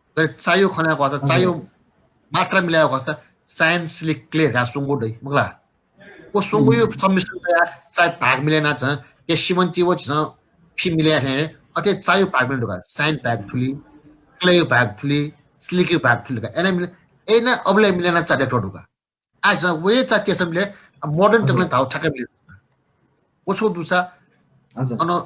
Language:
Newari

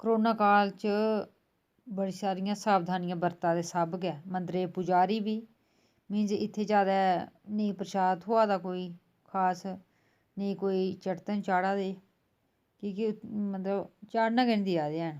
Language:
Dogri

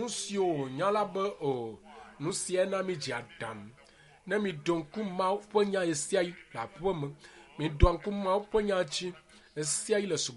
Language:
Ewe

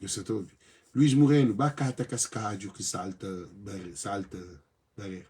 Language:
Kabuverdianu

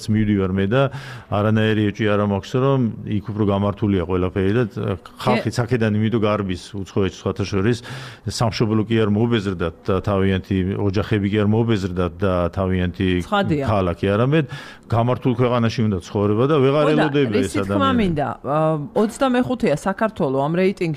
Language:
Georgian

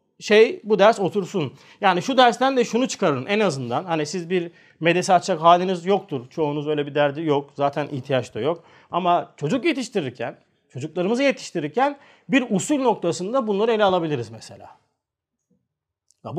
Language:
Turkish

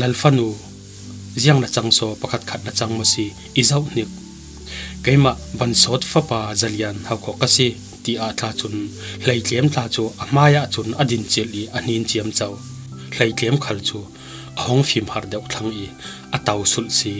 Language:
Falam Chin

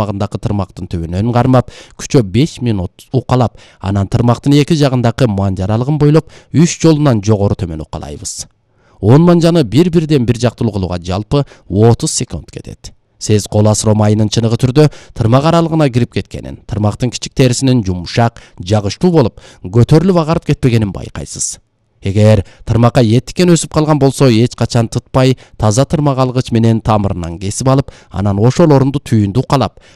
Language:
Kyrgyz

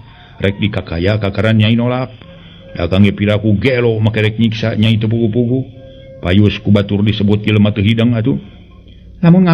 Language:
Sundanese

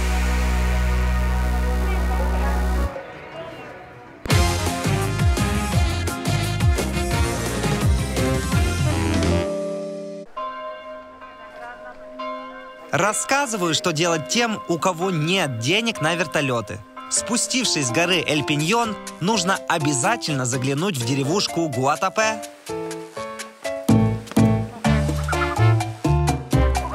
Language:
Russian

